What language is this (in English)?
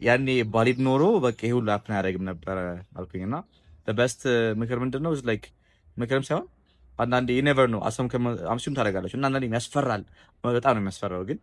Amharic